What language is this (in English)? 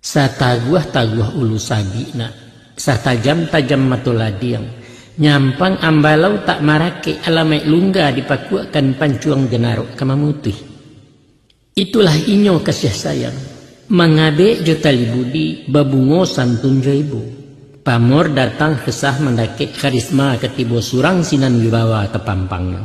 Minangkabau